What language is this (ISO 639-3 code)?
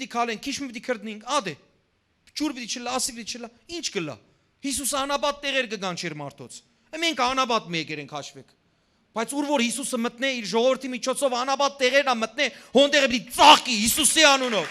hyw